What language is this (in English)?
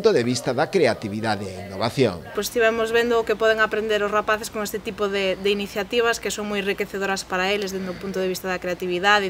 Galician